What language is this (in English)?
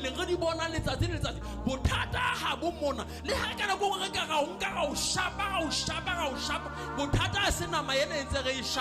Southern Sotho